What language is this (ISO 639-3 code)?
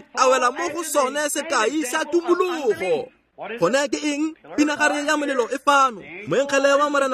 tsn